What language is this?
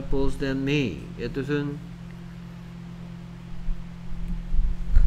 Korean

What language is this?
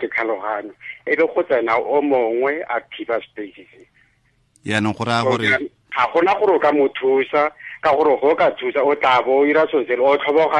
Tswana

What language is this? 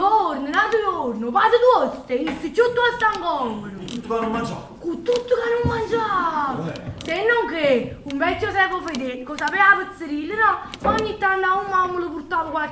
Neapolitan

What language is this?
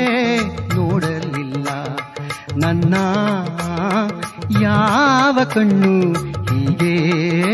Kannada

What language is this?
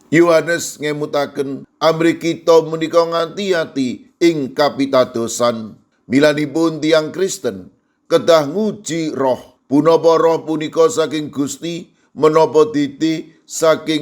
Javanese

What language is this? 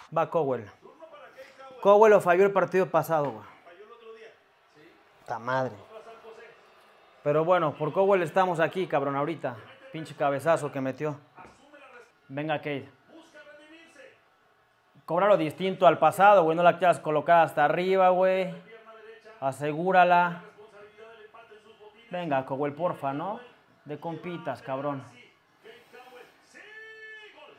Spanish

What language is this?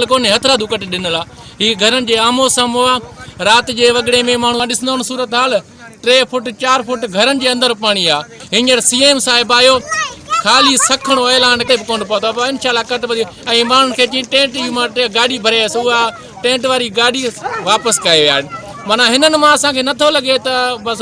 Sindhi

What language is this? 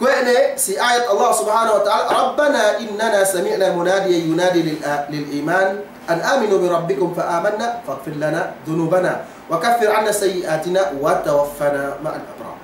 Yakan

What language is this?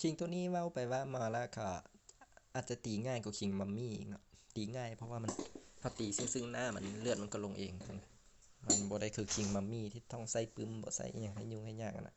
Lao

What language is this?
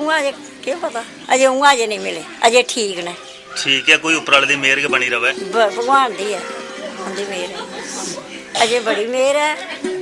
Dogri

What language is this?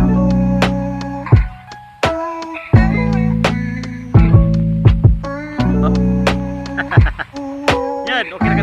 Cebuano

